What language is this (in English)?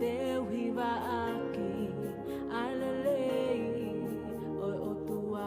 Tongan